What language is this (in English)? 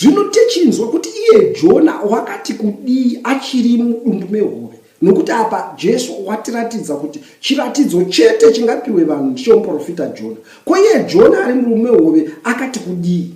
Shona